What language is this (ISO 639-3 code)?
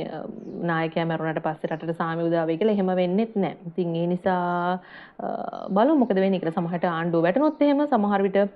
sin